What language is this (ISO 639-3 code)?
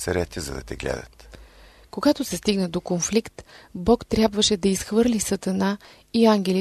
bul